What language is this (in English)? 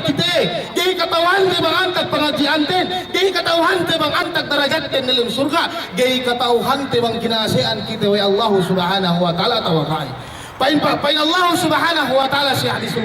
Yakan